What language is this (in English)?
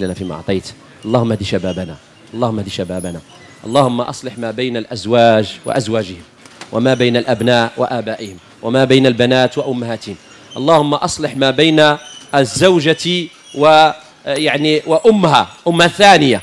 Moroccan Arabic